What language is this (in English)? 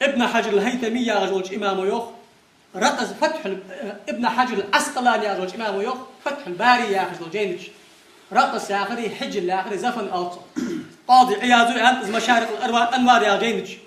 Ingush